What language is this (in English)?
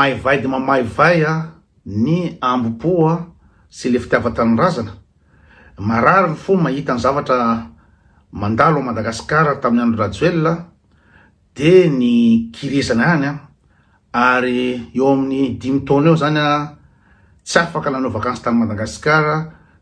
Malagasy